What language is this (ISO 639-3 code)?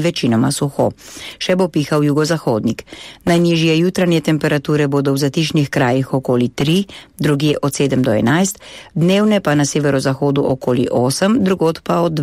slv